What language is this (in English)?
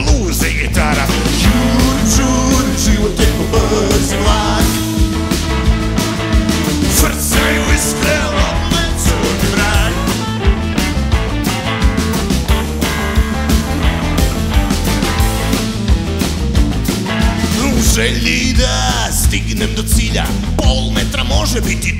Croatian